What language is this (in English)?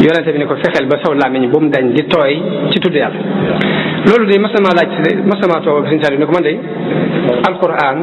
Wolof